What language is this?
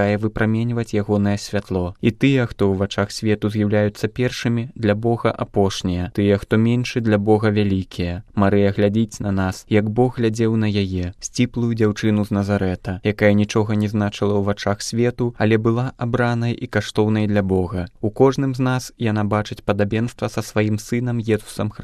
Belarusian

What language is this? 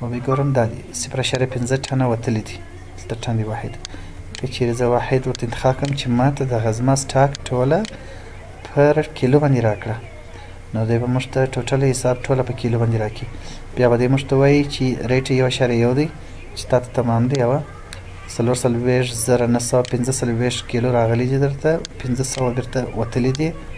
Pashto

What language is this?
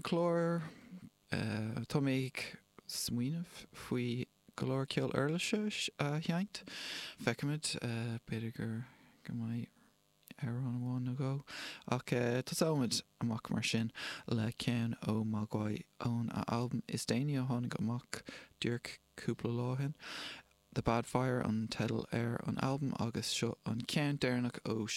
Irish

